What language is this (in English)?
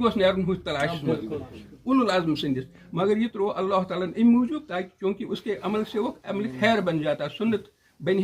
Kashmiri